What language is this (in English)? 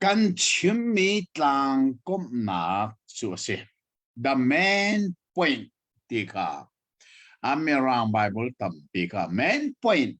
Hakha Chin